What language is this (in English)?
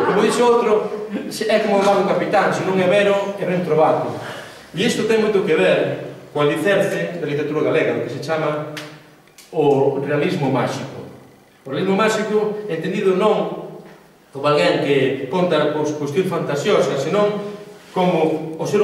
Galician